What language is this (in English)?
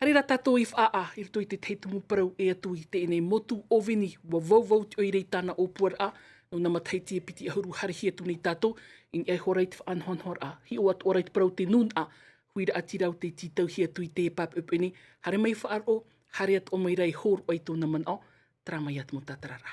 Tahitian